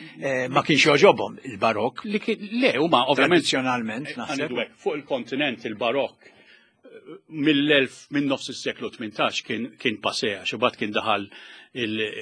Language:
Maltese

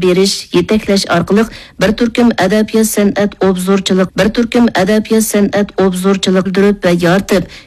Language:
Uyghur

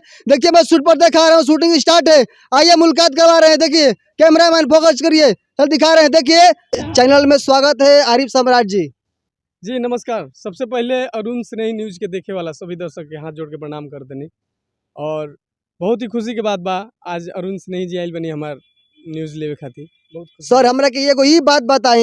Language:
Bhojpuri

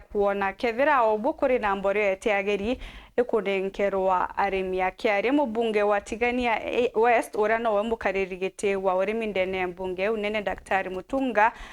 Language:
Meru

